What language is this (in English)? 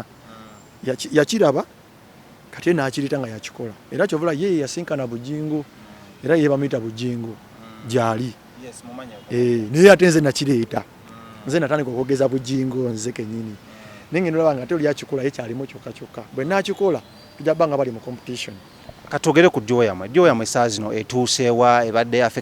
Ganda